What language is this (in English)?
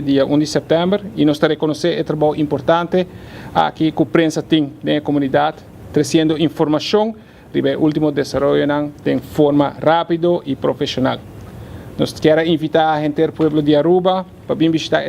Papiamento